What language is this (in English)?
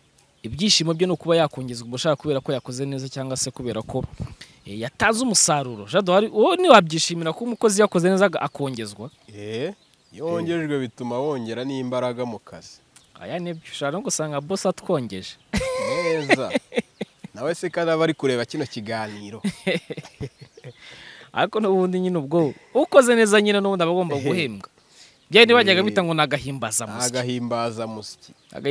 Kinyarwanda